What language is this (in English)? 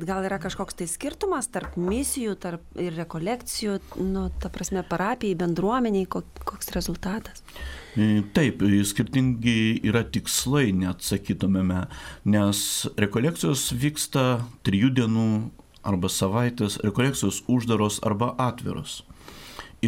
Lithuanian